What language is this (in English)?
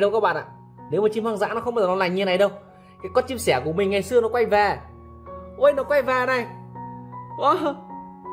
Vietnamese